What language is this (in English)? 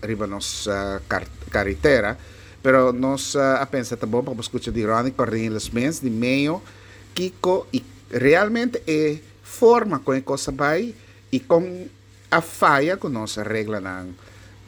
Papiamento